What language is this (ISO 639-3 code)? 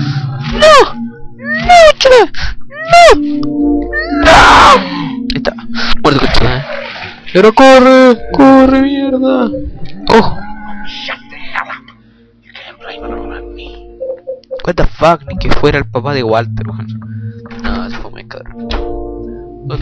spa